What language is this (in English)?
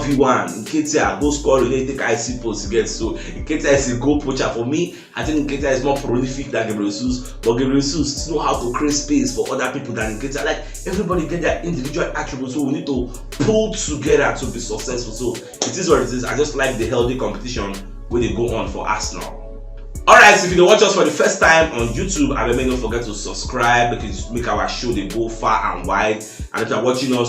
Nigerian Pidgin